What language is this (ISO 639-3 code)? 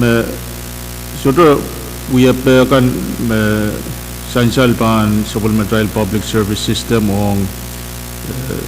pon